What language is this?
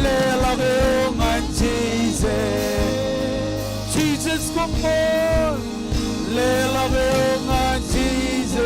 Marshallese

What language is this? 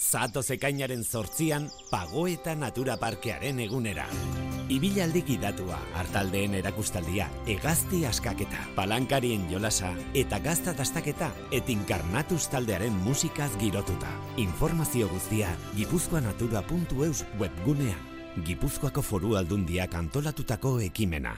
Basque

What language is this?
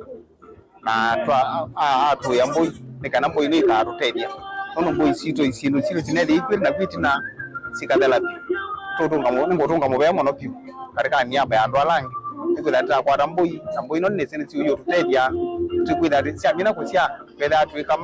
Kamba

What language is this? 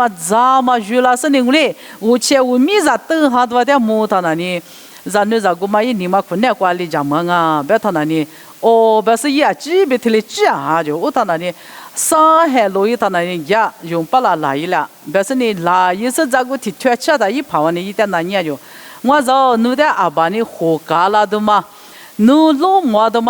Lisu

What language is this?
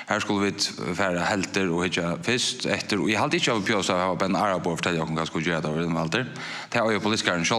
Faroese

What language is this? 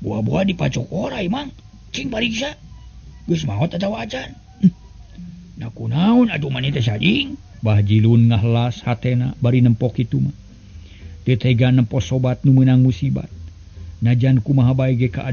Sundanese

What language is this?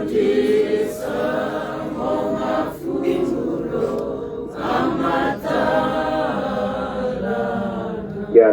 Tswana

